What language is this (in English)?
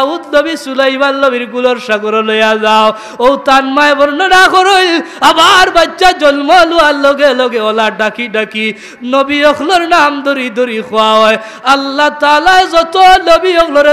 Sylheti